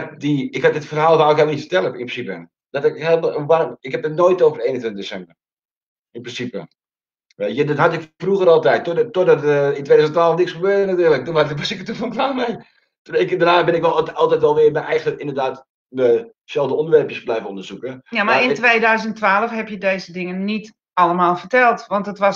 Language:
Dutch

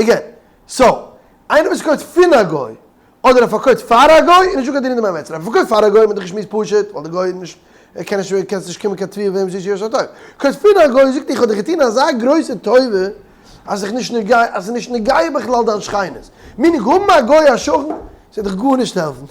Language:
Yiddish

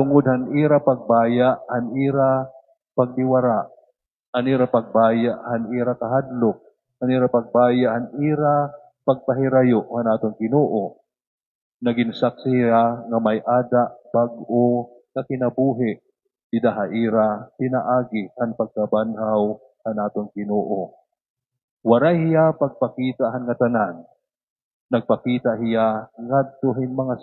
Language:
Waray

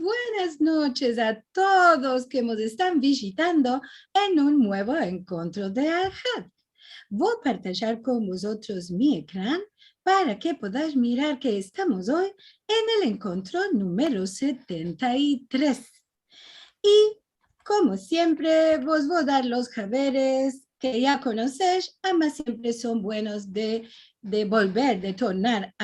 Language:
Ladino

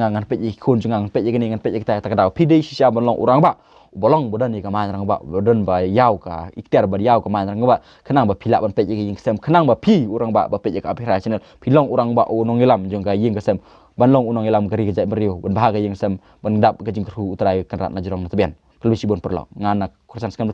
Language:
Khasi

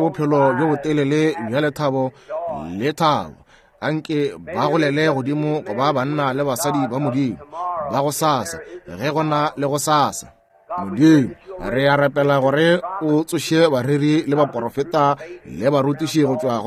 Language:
Northern Sotho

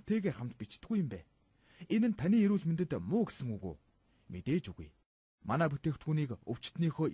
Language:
Mongolian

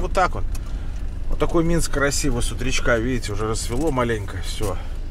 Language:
Russian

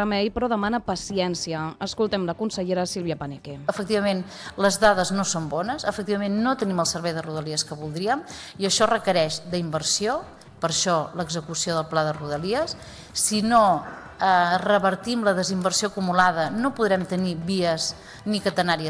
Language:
Catalan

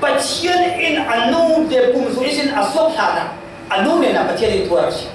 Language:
Falam Chin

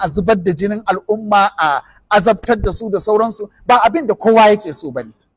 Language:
Hausa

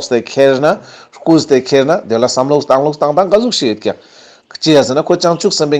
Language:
Ladakhi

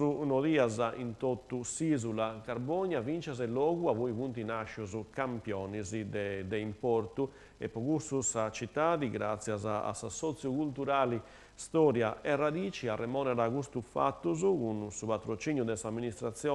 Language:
Sardinian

